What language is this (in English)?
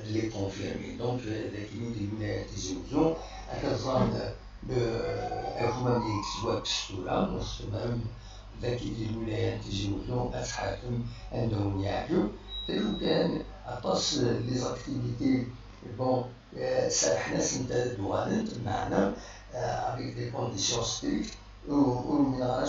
Kabyle